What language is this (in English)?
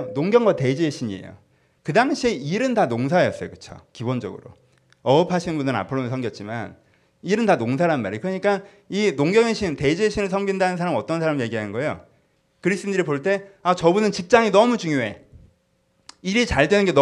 Korean